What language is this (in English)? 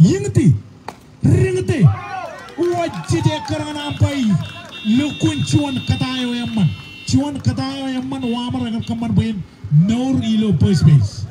Marshallese